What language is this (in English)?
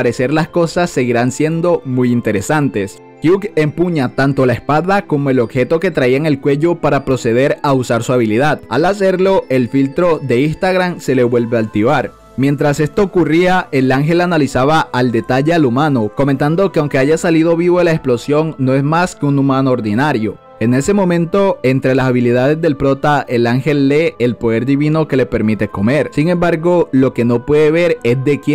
Spanish